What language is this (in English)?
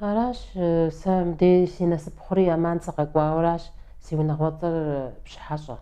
Kabardian